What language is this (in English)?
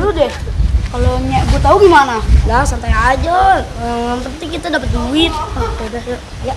Betawi